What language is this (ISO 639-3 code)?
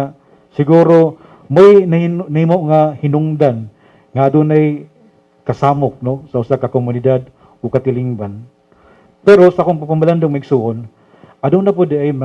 ceb